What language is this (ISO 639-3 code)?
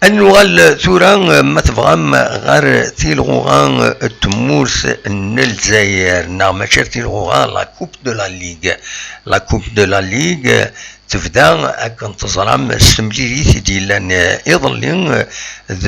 kab